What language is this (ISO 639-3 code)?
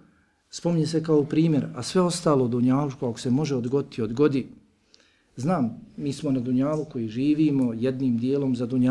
bos